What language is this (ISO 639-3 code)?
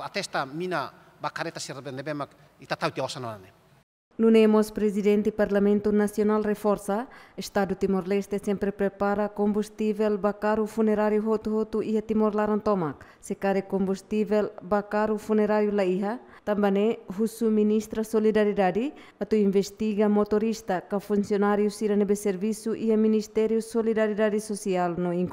tet